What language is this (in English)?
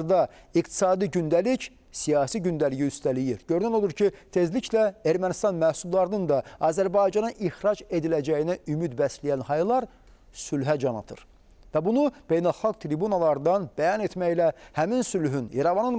Azerbaijani